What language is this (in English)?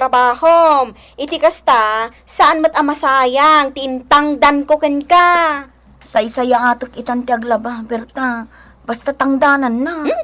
Iloko